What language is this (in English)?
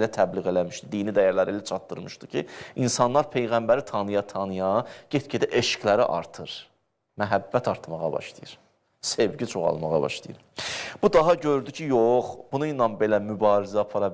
Azerbaijani